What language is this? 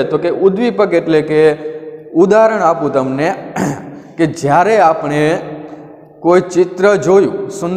Gujarati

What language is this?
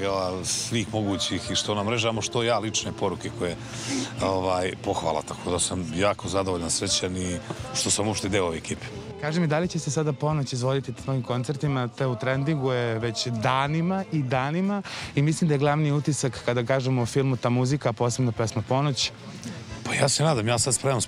Serbian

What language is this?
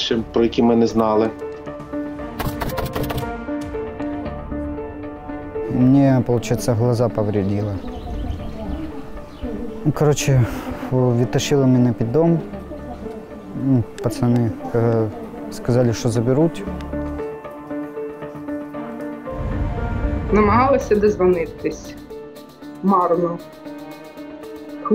Ukrainian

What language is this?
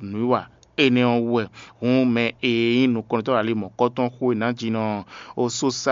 Fon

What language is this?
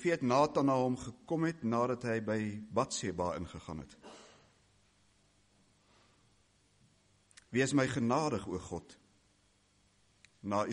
Afrikaans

